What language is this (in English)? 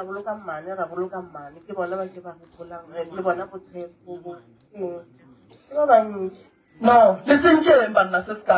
Northern Sotho